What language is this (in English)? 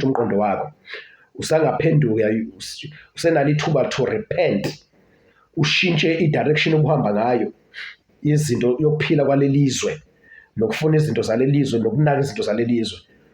Zulu